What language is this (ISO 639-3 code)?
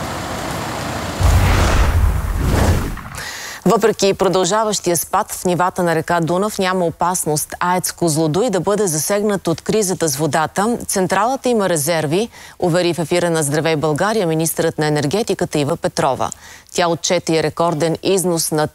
bul